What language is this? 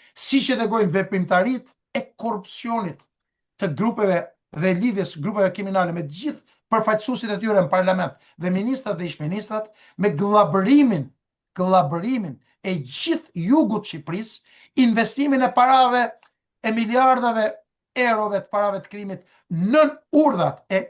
Albanian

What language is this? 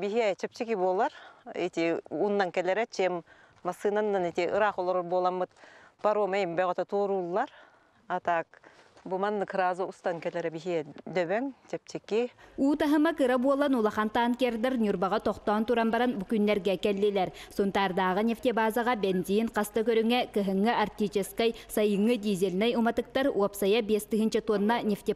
Yakut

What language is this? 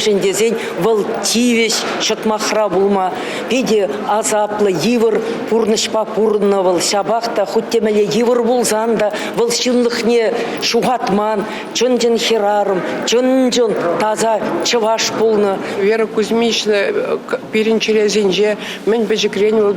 Chuvash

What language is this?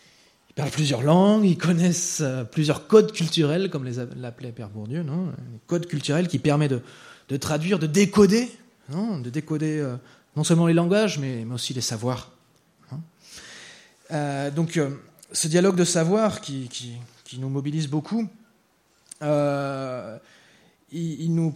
French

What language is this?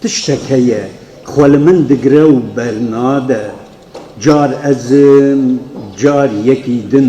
Kurdish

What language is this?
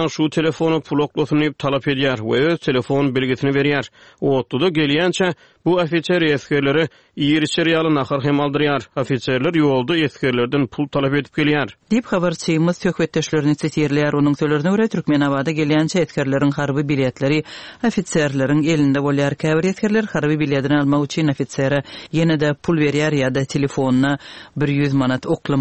Turkmen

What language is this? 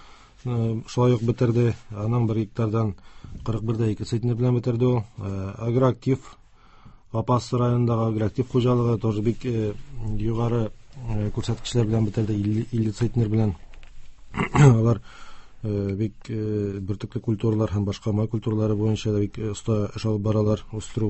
Tatar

